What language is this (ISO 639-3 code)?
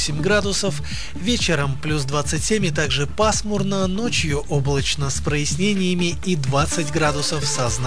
rus